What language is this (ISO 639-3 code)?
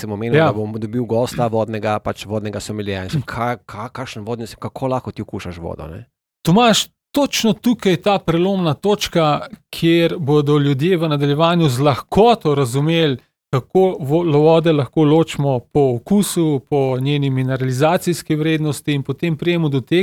slv